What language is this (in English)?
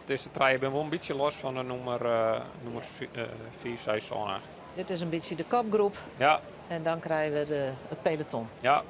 Western Frisian